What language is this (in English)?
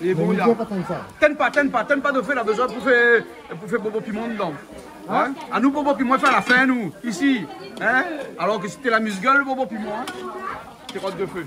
Réunion Creole French